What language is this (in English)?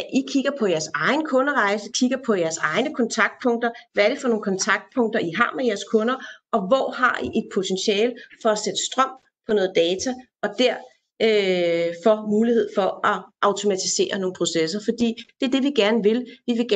Danish